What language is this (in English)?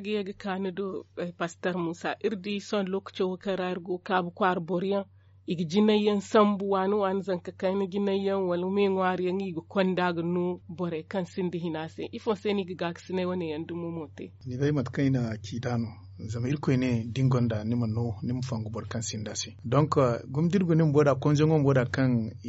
Zarma